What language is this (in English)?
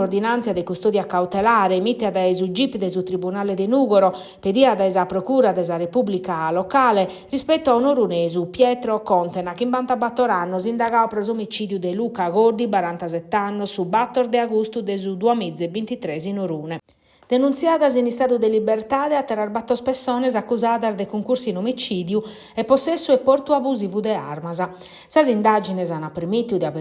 Sardinian